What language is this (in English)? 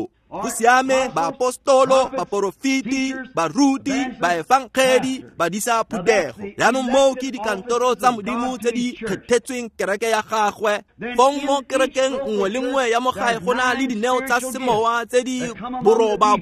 Tswana